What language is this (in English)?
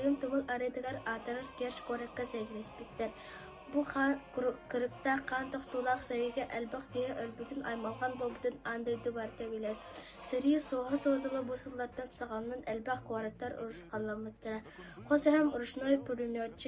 Yakut